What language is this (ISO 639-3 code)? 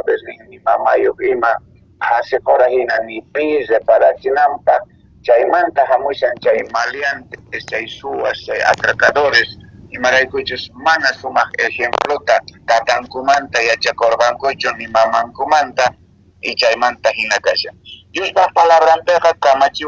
que